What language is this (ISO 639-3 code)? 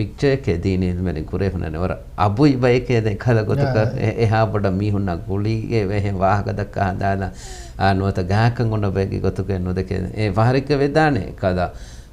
div